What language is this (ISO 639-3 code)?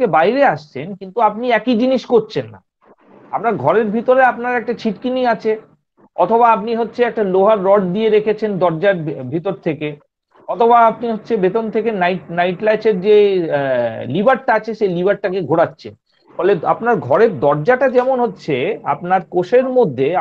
ben